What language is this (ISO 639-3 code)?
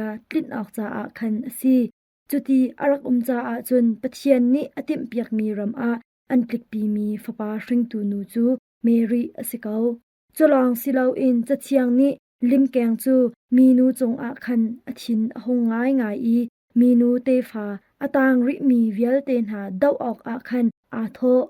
cnh